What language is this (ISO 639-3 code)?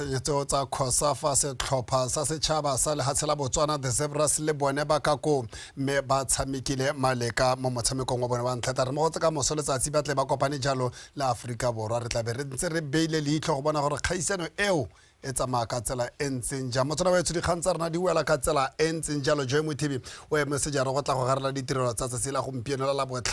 tsn